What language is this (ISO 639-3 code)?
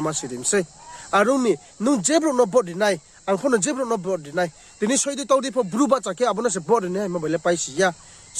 ria